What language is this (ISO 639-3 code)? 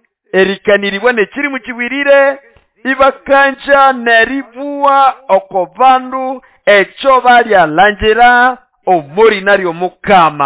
nnb